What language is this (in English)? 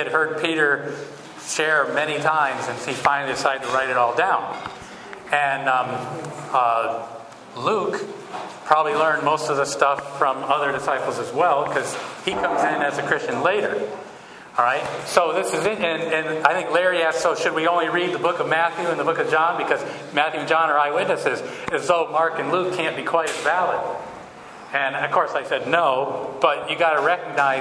English